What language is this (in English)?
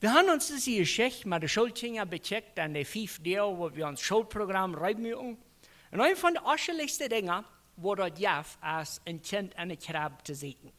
Plautdietsch